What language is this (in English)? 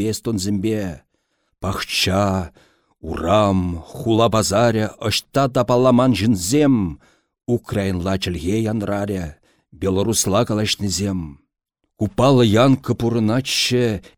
Chuvash